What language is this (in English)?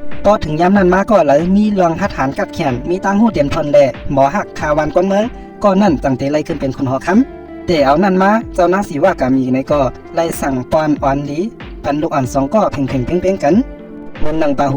Shan